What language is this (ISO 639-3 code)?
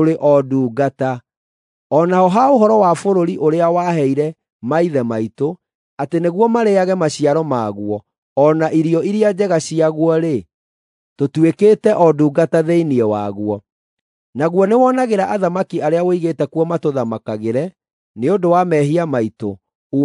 kik